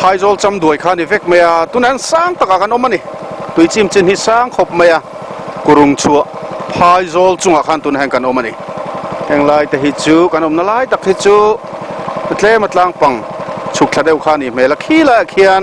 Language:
Mizo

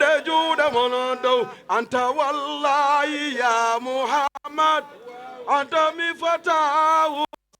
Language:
Fula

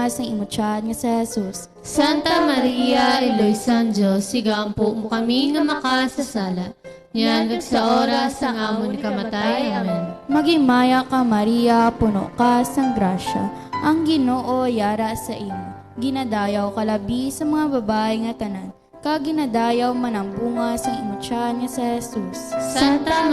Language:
Hiligaynon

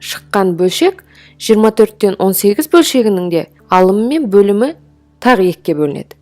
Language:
Kazakh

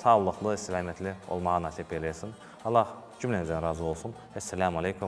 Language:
Crimean Tatar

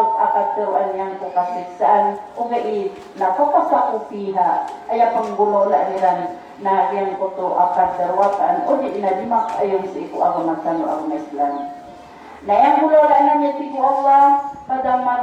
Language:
Maranao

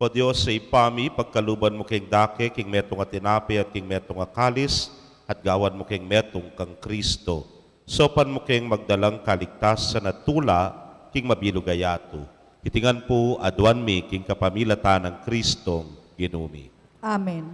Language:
Pampanga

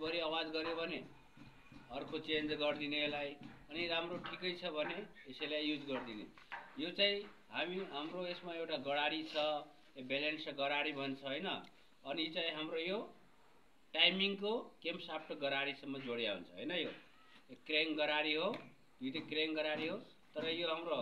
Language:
Nepali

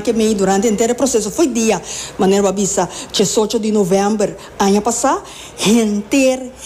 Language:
Papiamento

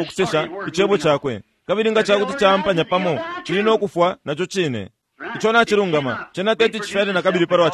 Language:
Bemba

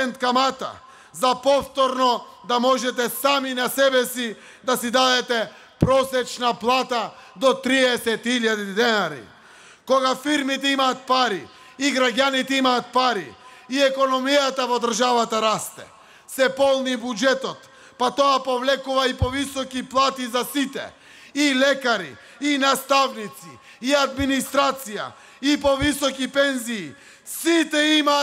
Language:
Macedonian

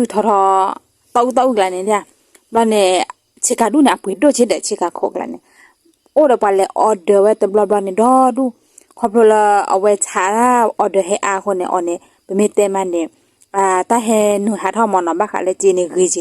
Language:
S'gaw Karen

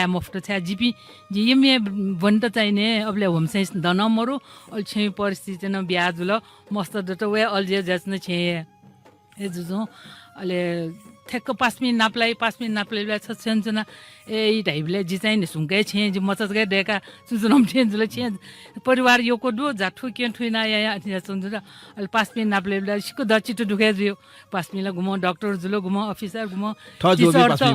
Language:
Newari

